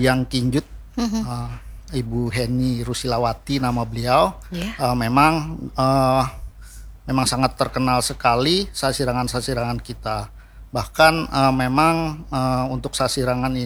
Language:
Indonesian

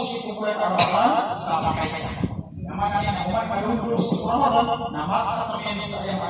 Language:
Maranao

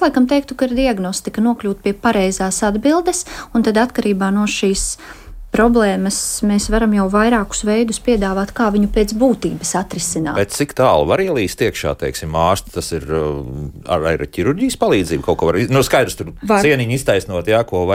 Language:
Latvian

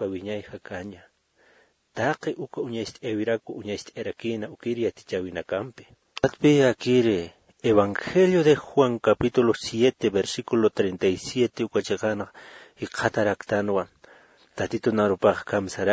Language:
Aymara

